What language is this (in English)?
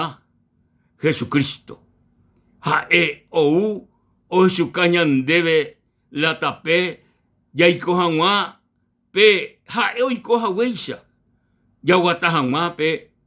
Guarani